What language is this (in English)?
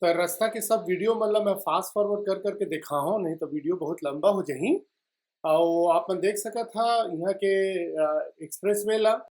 Chhattisgarhi